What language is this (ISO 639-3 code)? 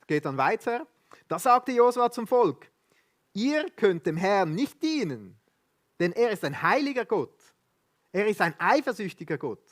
gsw